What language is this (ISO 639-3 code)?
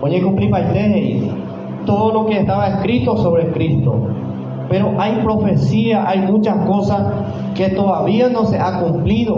grn